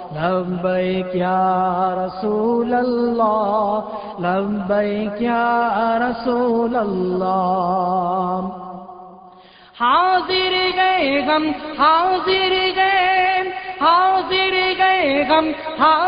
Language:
Urdu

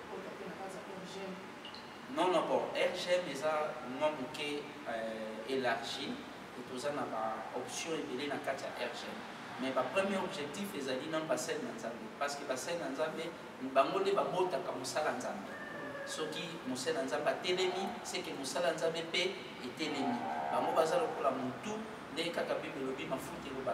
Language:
Lingala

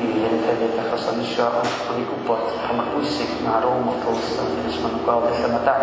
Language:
Welsh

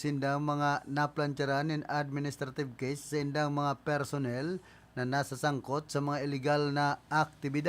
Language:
Bikol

